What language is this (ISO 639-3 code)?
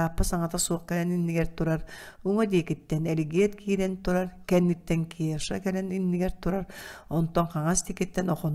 sah